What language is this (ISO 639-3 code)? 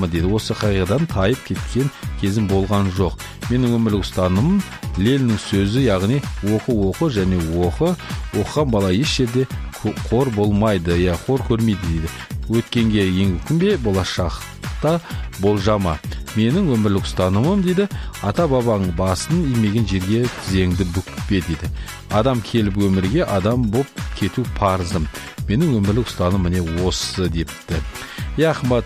kaz